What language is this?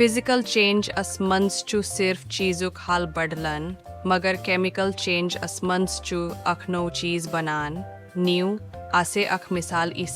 Kashmiri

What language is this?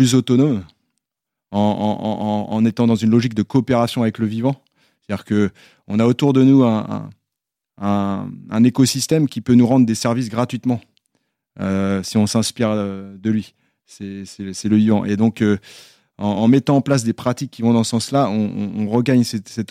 French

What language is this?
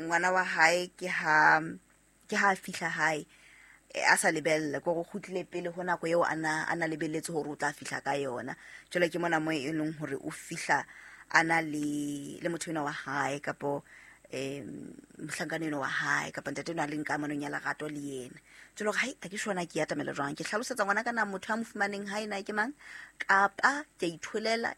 Southern Sotho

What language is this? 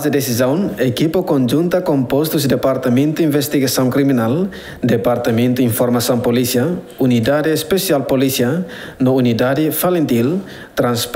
Tetum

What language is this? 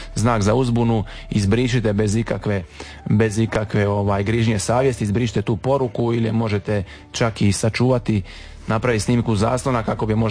Croatian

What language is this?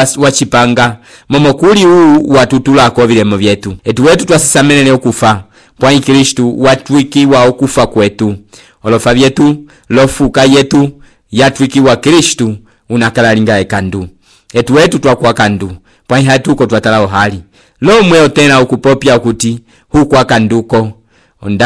Umbundu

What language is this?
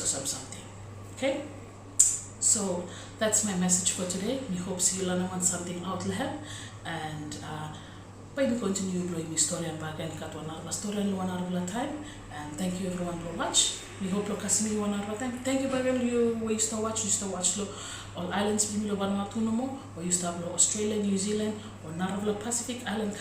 Bislama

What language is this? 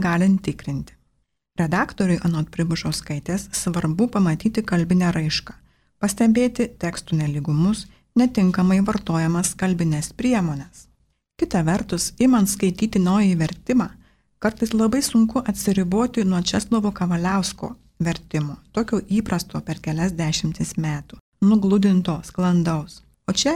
Lithuanian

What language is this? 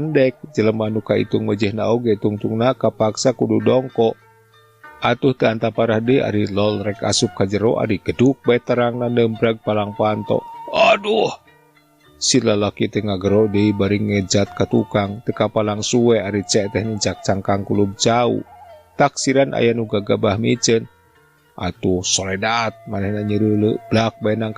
Sundanese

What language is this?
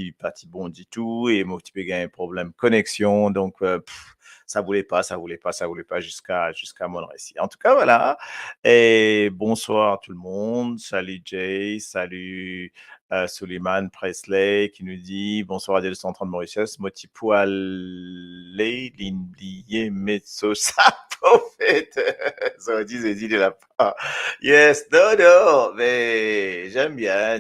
Morisyen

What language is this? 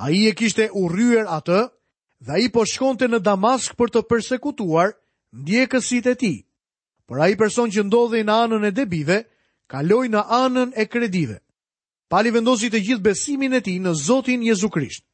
Albanian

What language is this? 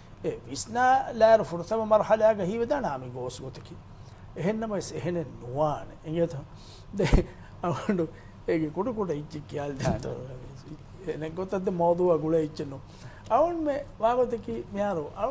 Divehi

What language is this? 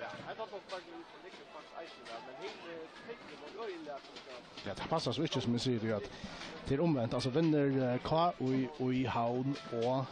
Faroese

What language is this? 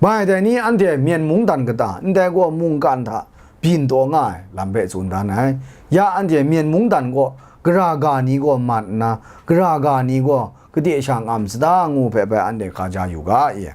Kachin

